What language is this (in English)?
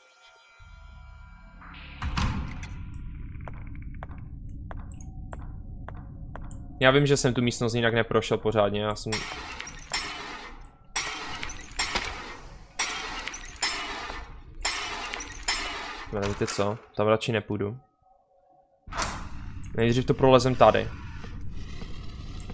Czech